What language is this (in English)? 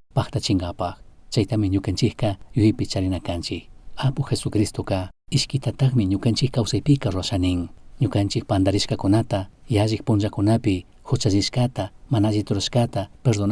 Chimborazo Highland Quichua